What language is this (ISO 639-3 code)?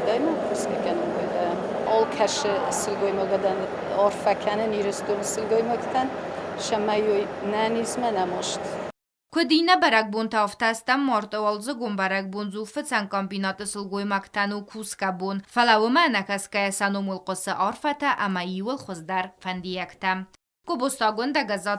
oss